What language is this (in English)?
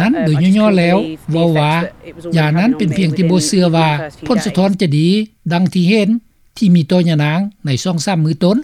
Lao